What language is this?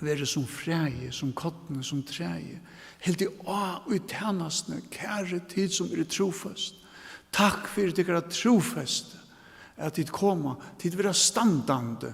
Faroese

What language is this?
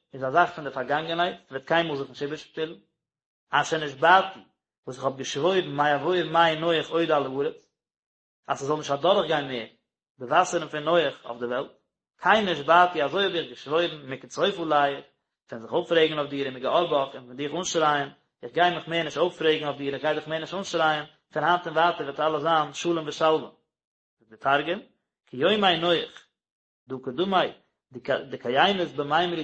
Yiddish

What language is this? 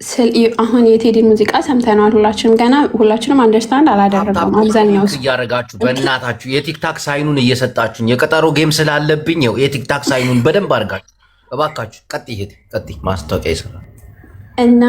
Amharic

